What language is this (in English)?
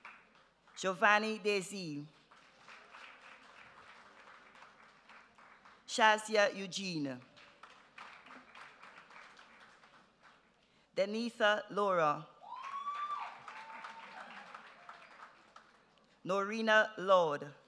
English